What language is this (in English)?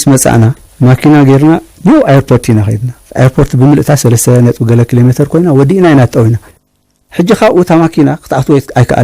Tigrinya